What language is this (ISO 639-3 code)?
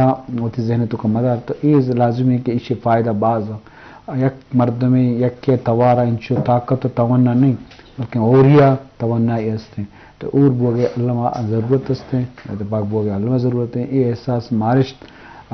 bgp